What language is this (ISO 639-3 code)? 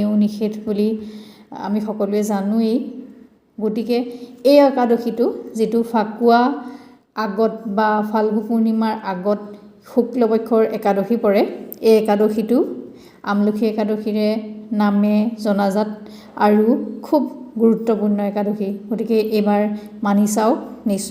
asm